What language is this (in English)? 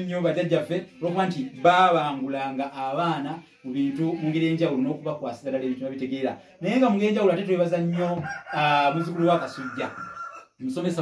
Ganda